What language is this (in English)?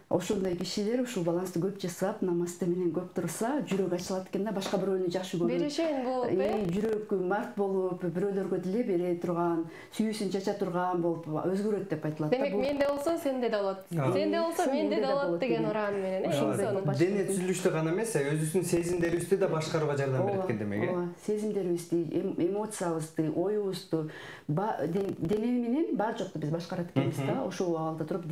Kyrgyz